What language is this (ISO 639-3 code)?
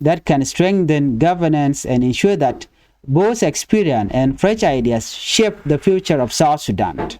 nus